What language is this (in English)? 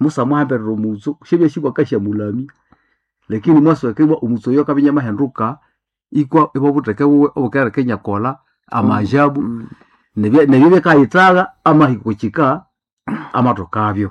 Nande